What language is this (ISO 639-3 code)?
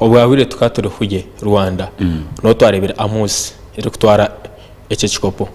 nyn